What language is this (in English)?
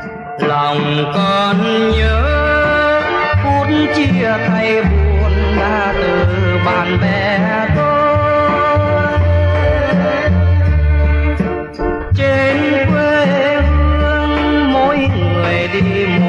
Vietnamese